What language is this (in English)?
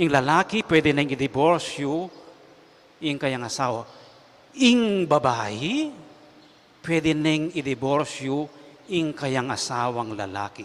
Pampanga